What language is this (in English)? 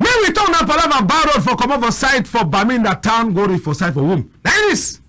Cameroon Pidgin